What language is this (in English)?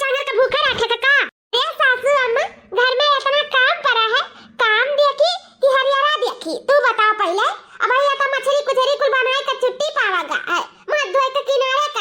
Awadhi